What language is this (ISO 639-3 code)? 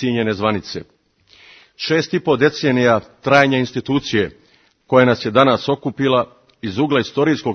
srp